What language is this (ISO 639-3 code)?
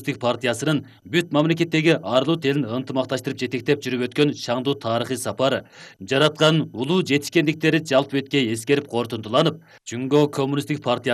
kir